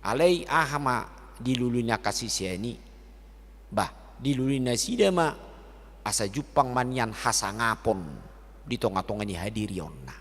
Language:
Batak Toba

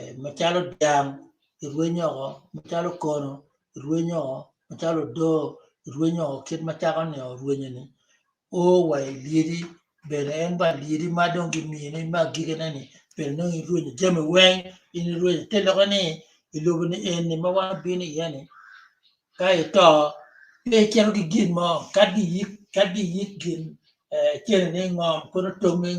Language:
Acoli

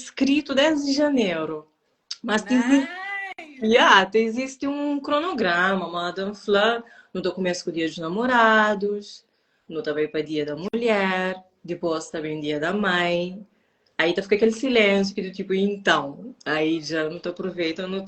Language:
Kabuverdianu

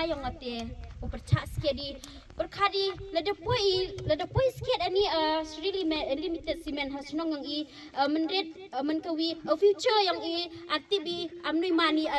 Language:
Khasi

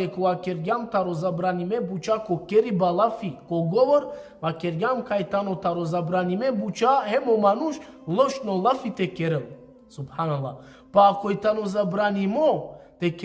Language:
Balkan Romani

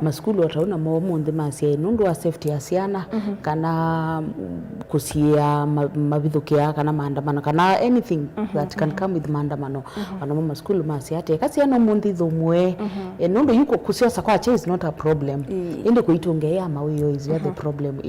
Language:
Kamba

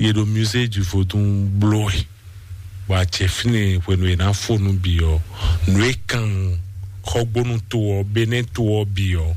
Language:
Fon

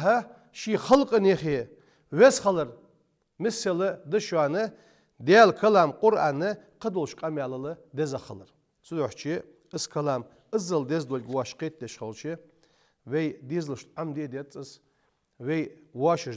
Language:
Ingush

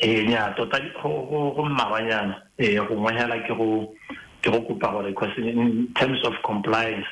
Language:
Tswana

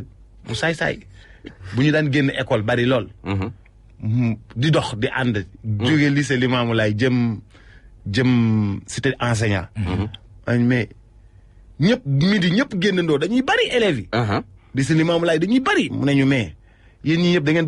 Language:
Wolof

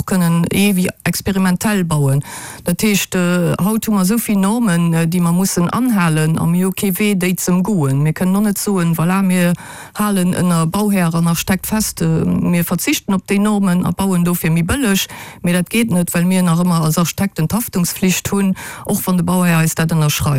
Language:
Luxembourgish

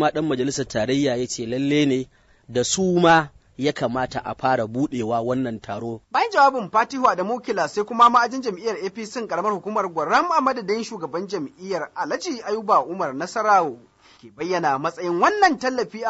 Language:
Hausa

